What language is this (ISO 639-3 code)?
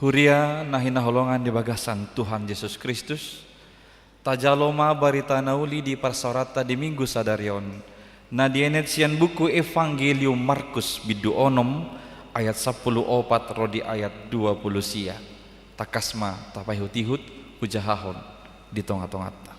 bbc